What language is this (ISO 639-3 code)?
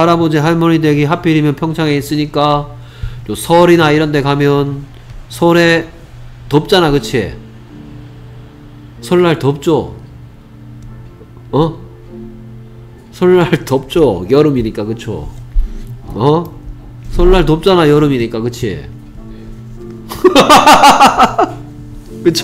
kor